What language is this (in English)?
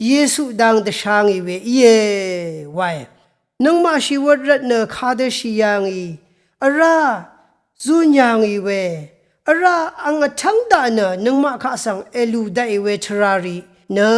Rawang